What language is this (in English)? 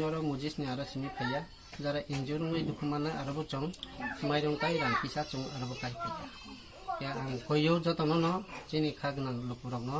Kok Borok